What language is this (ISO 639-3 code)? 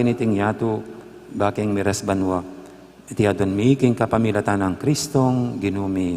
pam